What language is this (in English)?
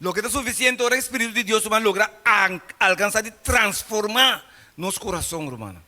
Papiamento